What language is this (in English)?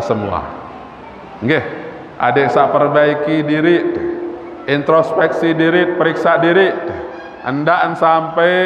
Sasak